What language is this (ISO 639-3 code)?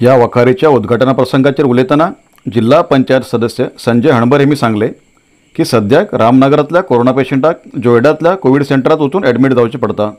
kok